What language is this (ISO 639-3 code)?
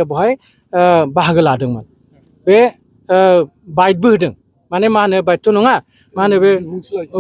brx